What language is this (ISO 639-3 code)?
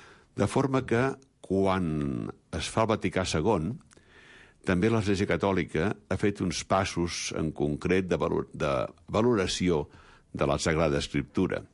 cat